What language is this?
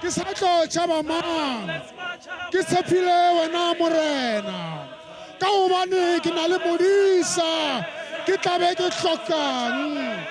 Tswana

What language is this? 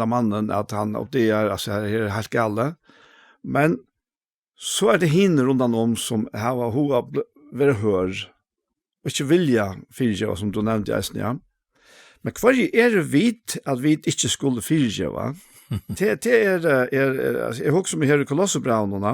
Faroese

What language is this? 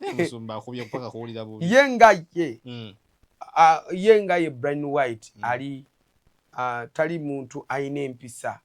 Ganda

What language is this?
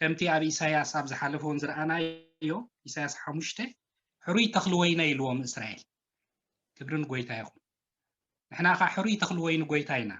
Tigrinya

